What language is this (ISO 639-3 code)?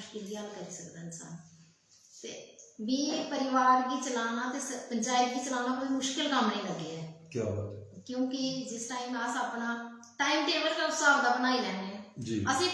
doi